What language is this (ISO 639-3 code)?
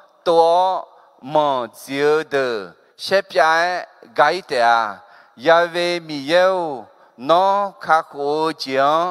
ahk